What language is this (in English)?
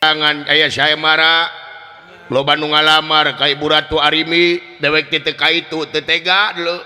Sundanese